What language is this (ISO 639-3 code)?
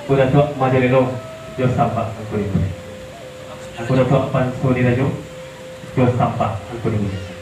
min